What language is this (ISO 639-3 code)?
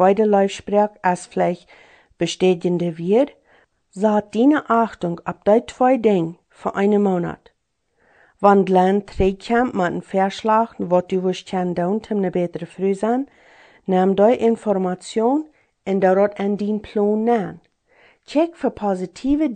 pdt